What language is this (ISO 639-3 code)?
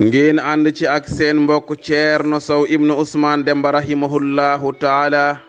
wol